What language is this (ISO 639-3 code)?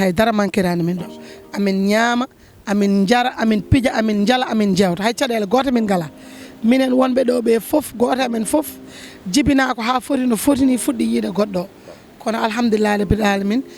ful